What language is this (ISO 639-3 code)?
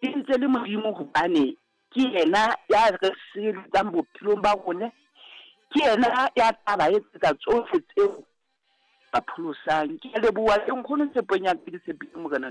sot